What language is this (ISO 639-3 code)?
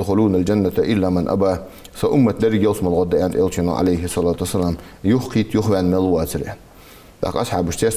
inh